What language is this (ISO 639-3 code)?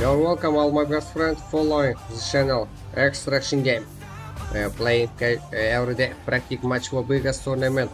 kaa